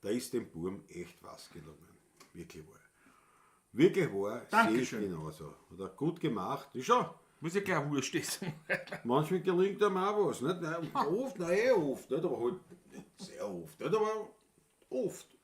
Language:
Bavarian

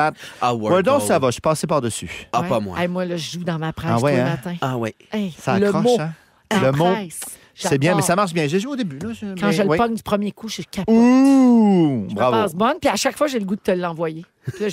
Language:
French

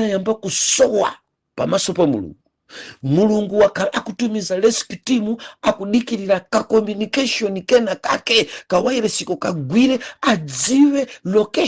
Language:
Nyanja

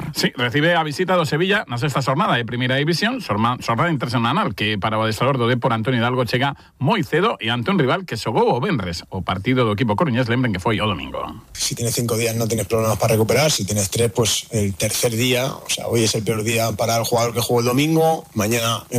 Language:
Galician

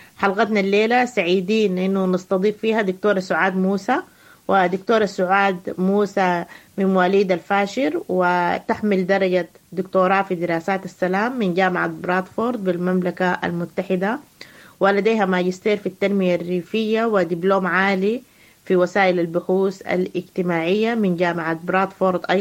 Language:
Sudanese Arabic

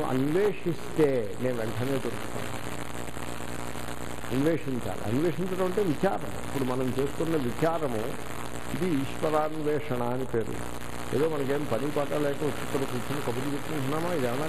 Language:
Telugu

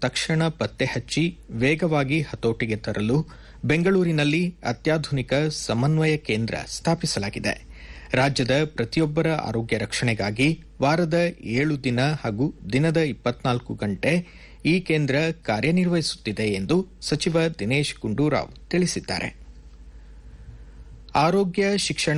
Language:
Kannada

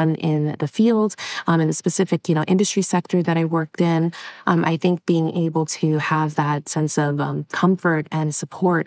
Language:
English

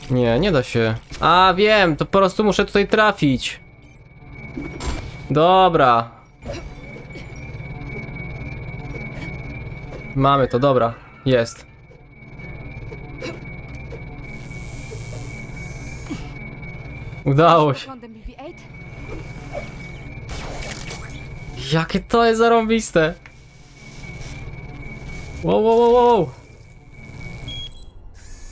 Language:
Polish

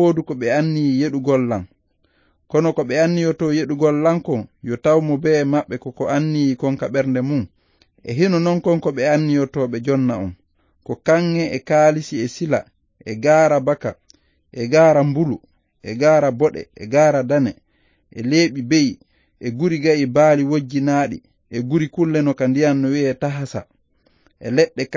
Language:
Fula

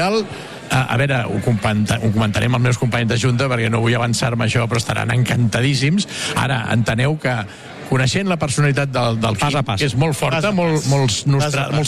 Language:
Catalan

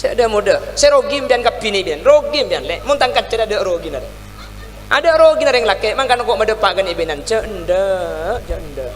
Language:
Madurese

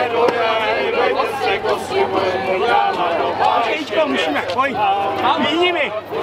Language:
Czech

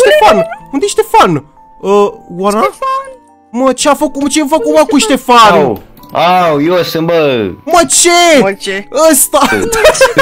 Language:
Romanian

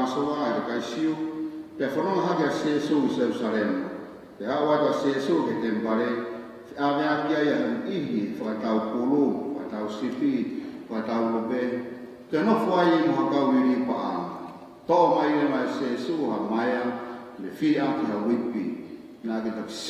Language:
Tongan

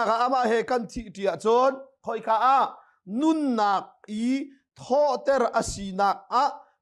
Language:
Hakha Chin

